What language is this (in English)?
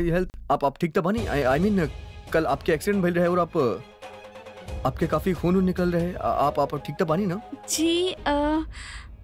Bhojpuri